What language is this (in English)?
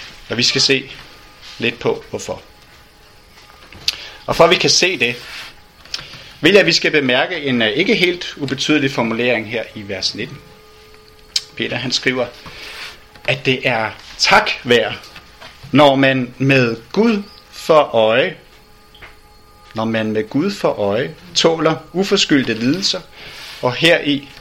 Danish